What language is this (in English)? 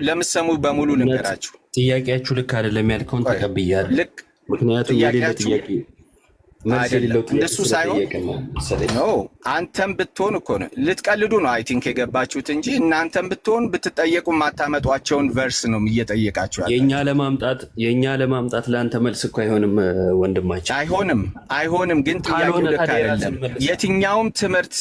Amharic